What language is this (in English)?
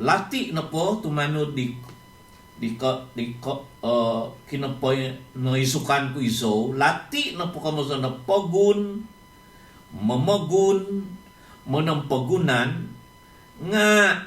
Central Dusun